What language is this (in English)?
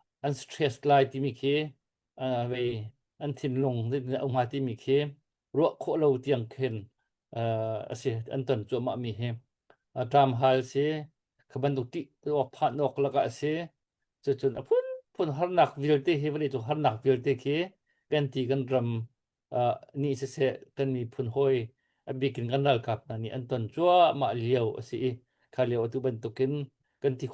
Hakha Chin